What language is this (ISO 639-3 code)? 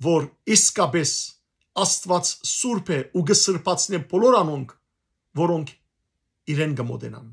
hyw